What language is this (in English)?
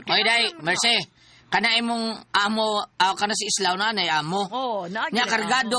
Cebuano